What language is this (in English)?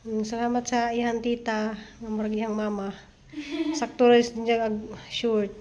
Cebuano